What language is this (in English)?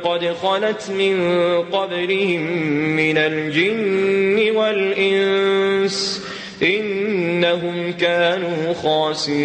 Maranao